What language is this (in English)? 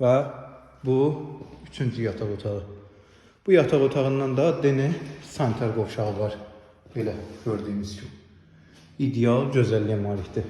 Azerbaijani